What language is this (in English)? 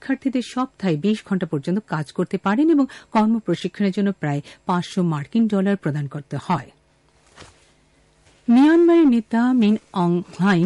Bangla